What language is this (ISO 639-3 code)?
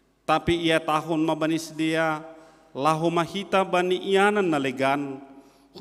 bts